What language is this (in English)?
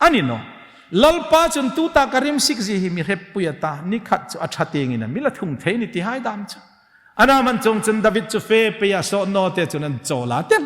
Hmar